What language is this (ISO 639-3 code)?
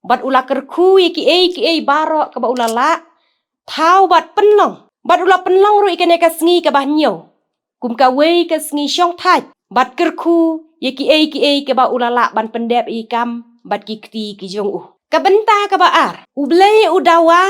kha